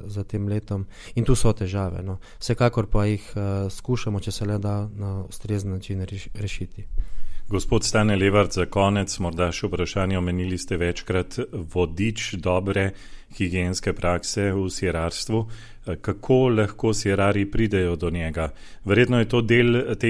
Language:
Slovenian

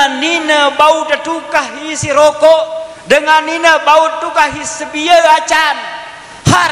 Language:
Sasak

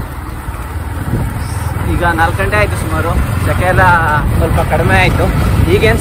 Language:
Kannada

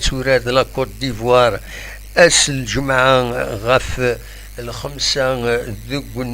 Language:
Kabyle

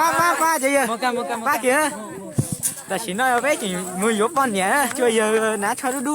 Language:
Hmong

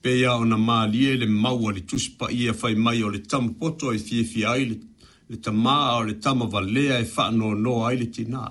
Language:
Samoan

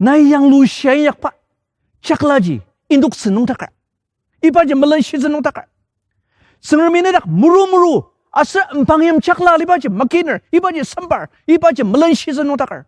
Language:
Ao Naga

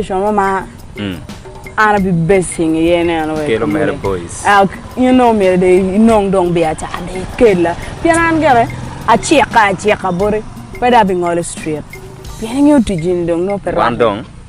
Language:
Acoli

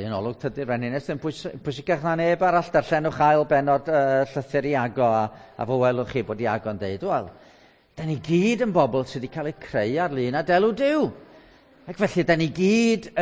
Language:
Welsh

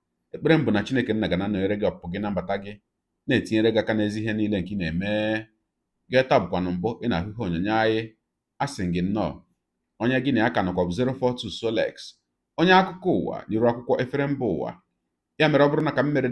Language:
Igbo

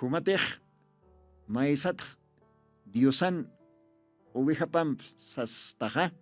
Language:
Aymara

